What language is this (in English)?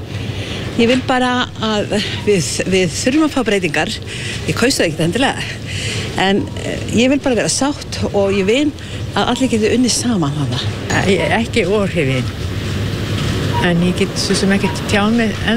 Icelandic